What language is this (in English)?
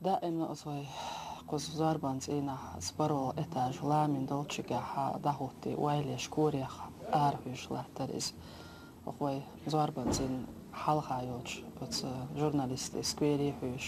Chechen